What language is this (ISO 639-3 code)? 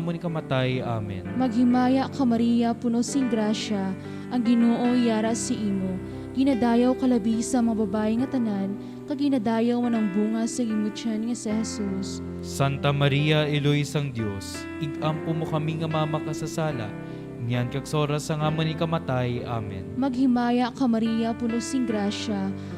hil